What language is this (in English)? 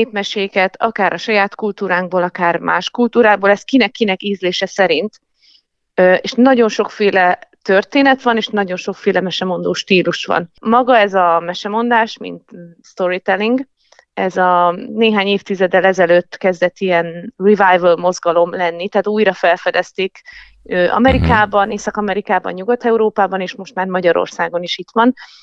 Hungarian